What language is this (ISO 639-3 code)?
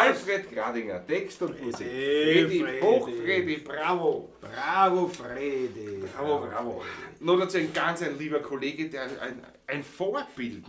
bar